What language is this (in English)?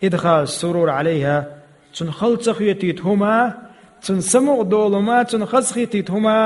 Chechen